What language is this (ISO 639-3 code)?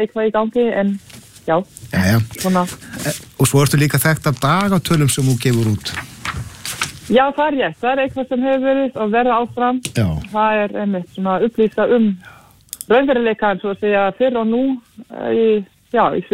isl